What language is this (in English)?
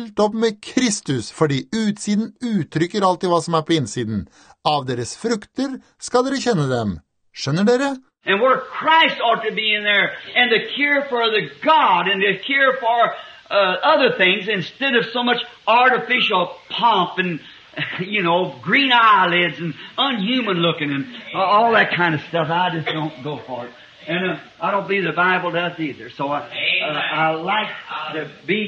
Norwegian